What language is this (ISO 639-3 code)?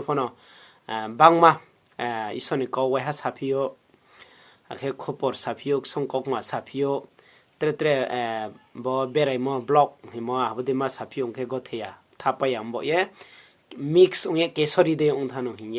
ria